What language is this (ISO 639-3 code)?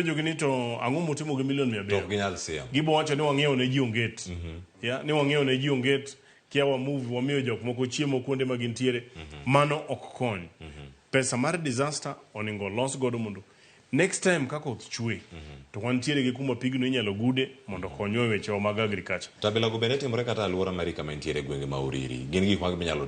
luo